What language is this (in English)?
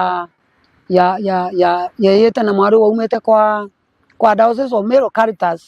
Meru